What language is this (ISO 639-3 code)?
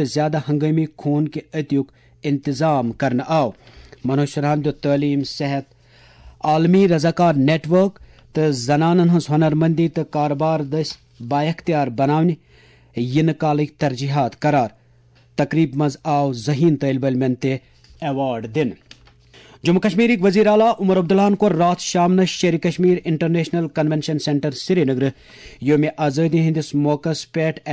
kas